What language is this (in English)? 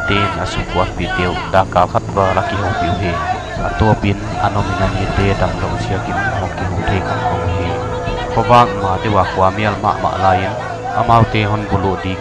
Paite Chin